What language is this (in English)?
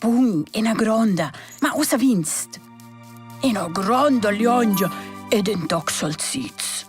Romansh